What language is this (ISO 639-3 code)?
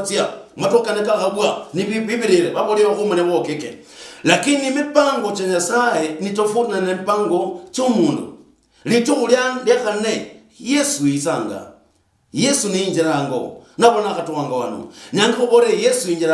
luy